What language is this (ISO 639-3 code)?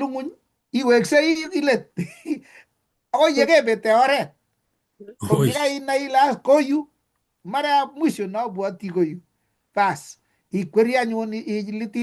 kln